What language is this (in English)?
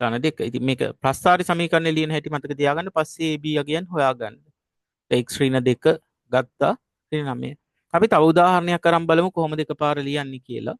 Sinhala